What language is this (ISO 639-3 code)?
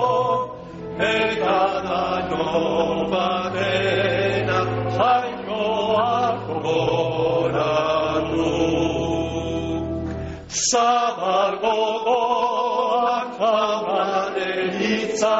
eus